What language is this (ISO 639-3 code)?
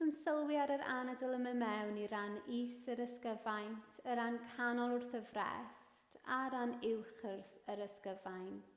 cym